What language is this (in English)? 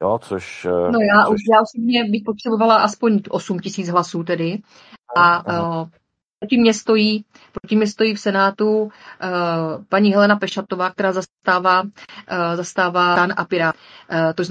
Czech